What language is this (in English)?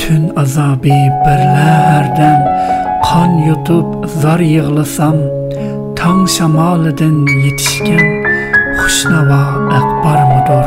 Uyghur